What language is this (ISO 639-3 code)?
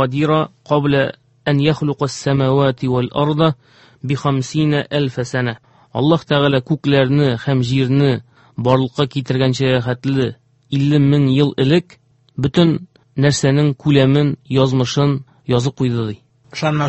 tat